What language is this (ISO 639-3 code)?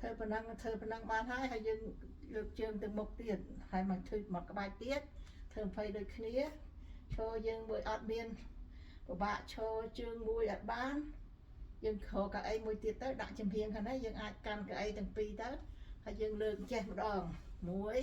khm